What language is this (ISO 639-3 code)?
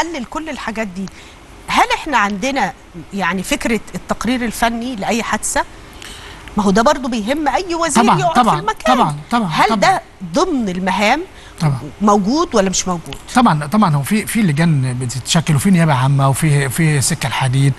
arz